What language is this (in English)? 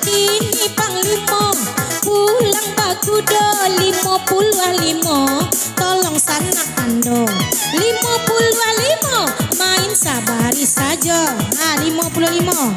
Minangkabau